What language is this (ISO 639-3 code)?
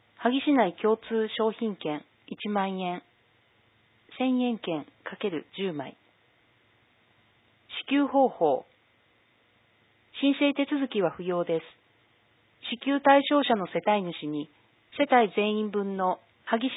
jpn